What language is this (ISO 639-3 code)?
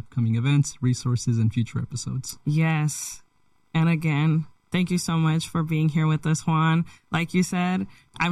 eng